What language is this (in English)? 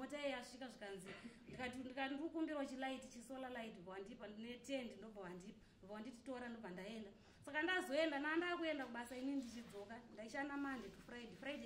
Shona